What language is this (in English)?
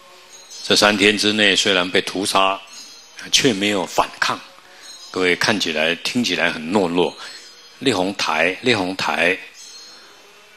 Chinese